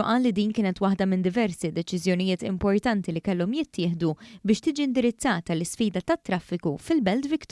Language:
Maltese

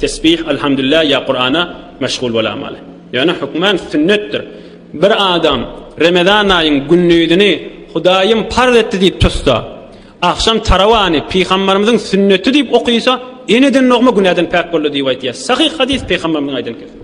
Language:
Turkmen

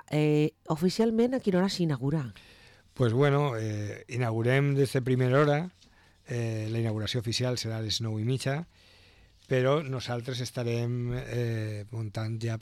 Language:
Catalan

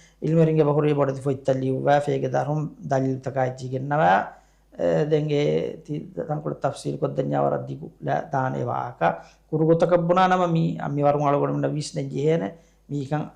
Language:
Divehi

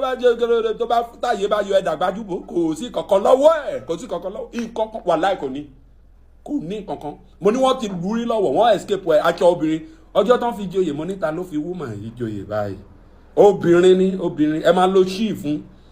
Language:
Yoruba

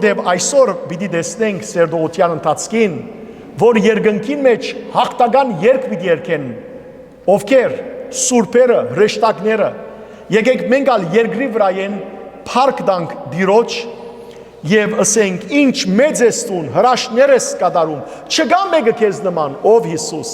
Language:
Western Armenian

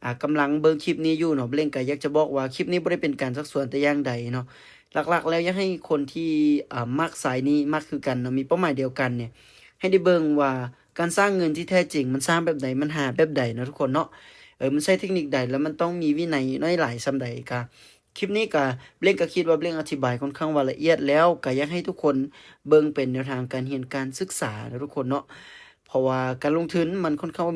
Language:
Lao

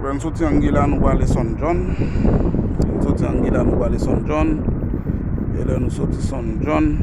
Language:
Haitian Creole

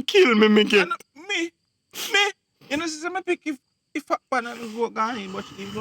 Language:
Jamaican Creole English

